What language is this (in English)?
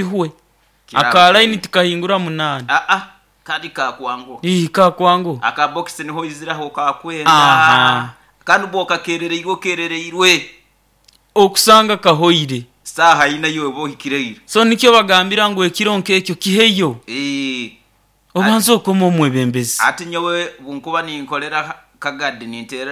Nyoro